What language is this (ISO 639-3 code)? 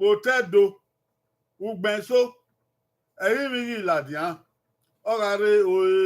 bin